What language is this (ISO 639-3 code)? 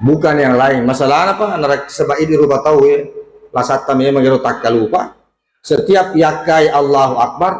bug